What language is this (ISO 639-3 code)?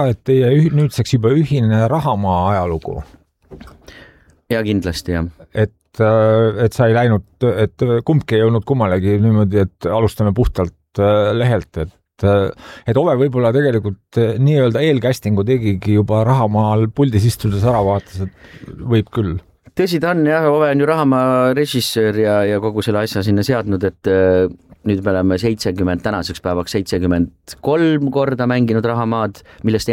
est